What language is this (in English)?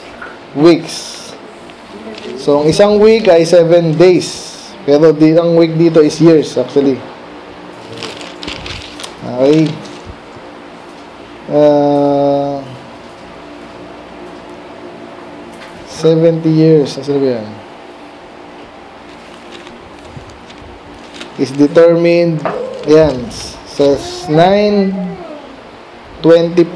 Filipino